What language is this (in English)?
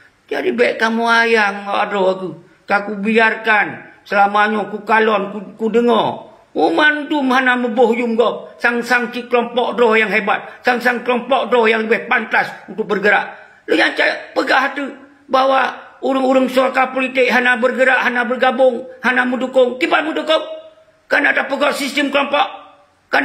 Achinese